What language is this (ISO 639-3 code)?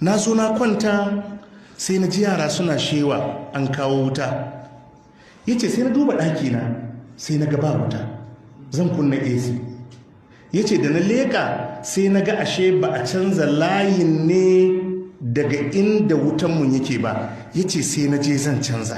hau